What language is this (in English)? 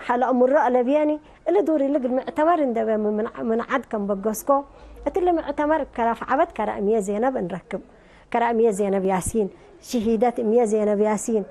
Tigre